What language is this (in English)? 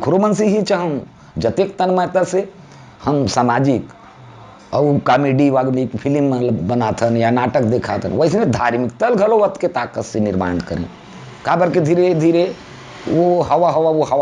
Chhattisgarhi